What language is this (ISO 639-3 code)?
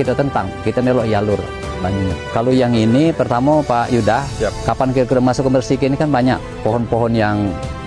mui